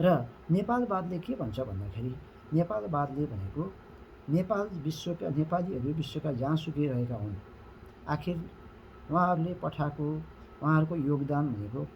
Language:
Nepali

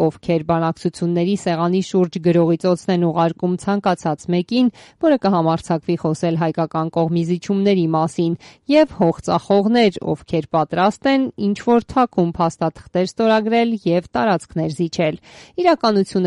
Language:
Armenian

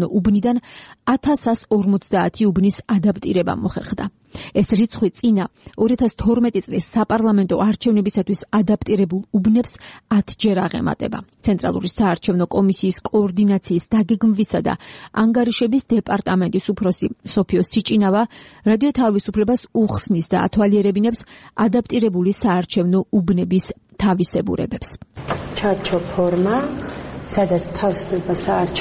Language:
Georgian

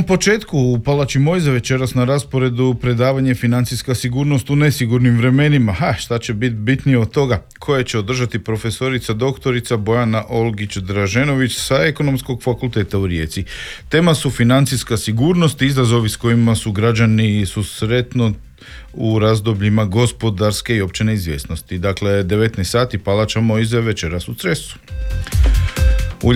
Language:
Croatian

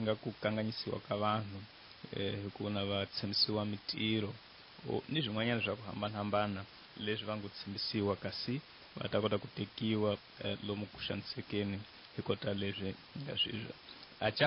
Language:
Tsonga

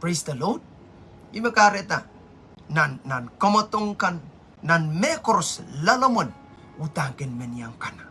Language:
Pohnpeian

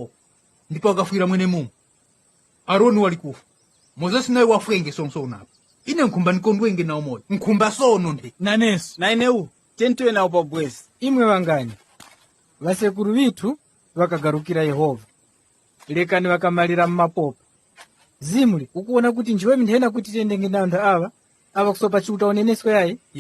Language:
Tumbuka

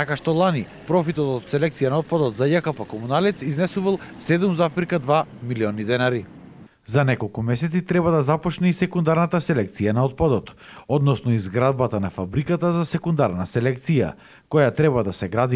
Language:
Macedonian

